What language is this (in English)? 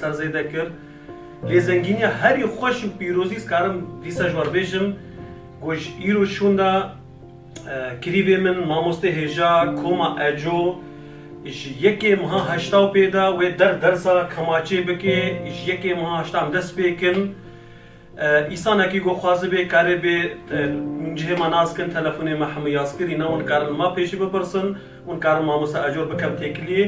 Kurdish